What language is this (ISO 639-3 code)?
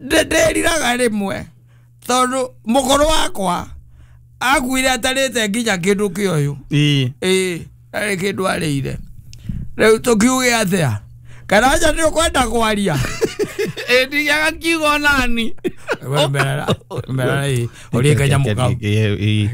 kik